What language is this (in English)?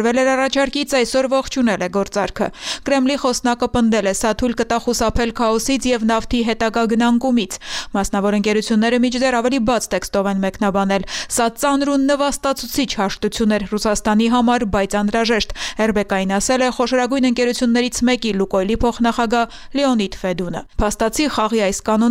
Armenian